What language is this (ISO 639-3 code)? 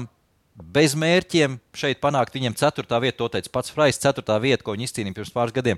lav